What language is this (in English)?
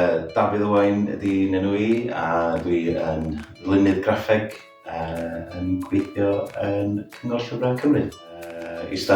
Welsh